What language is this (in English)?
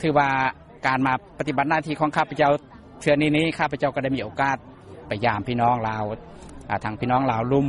Lao